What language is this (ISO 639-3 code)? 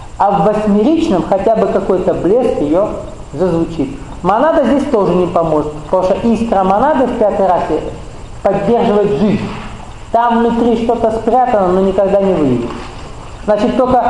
rus